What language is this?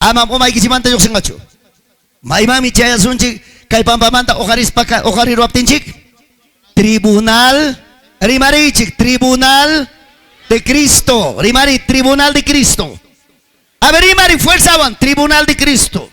Ayacucho Quechua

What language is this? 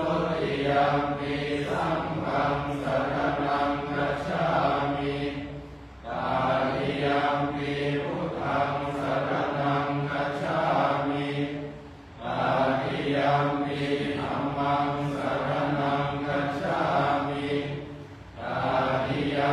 Pali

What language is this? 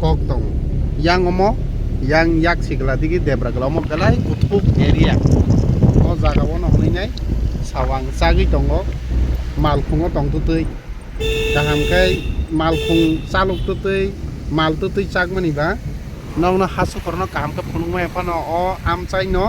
Kok Borok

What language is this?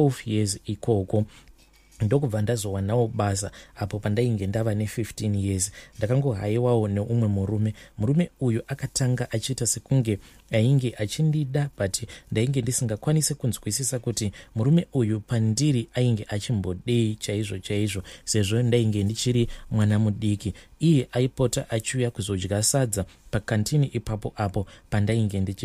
Shona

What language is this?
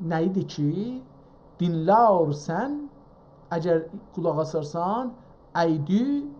South Azerbaijani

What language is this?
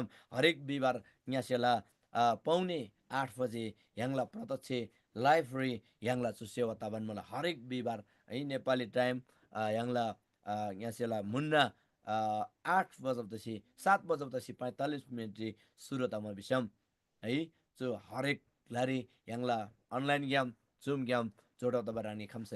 Eastern Tamang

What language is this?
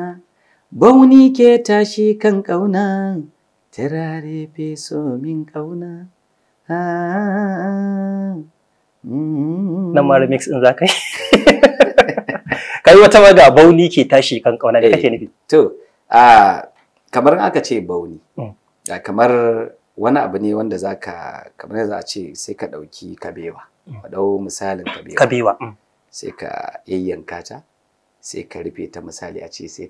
Hausa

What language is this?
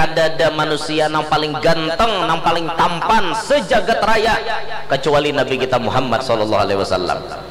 Banjar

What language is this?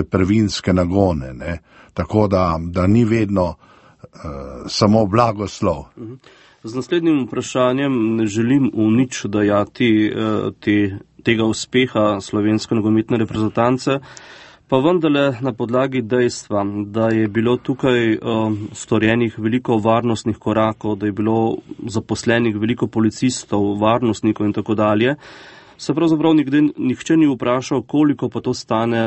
Slovenian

